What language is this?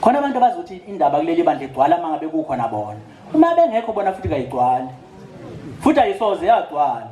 Zulu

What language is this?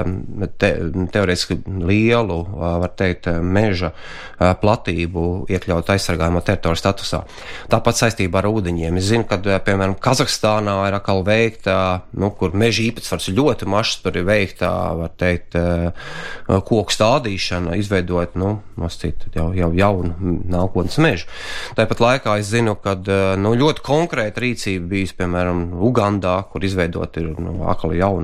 Latvian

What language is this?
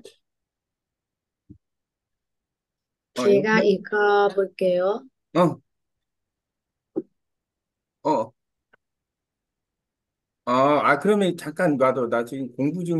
Korean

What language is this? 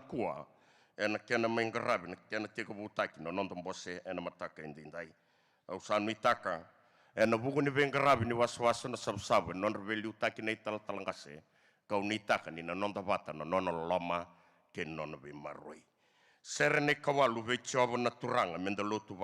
Fijian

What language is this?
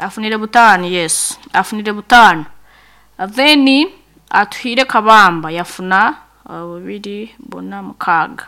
Nyankole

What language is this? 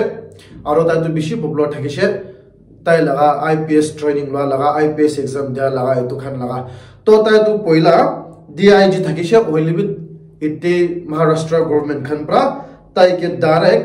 Naga Pidgin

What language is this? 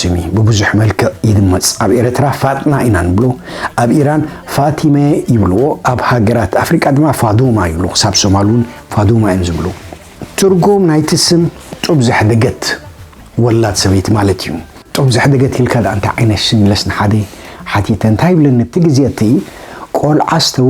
Tigrinya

